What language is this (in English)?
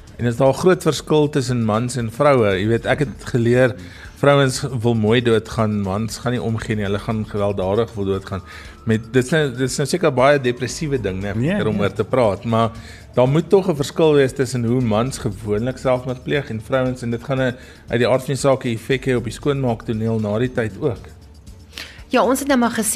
Afrikaans